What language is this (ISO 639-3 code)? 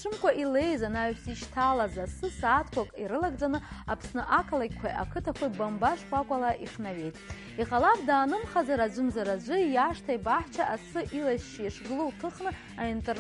abk